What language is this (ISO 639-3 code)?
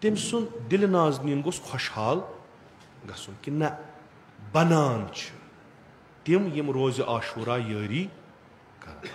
kas